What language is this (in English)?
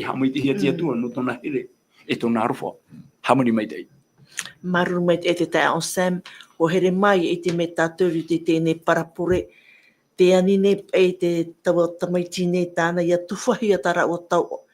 Tahitian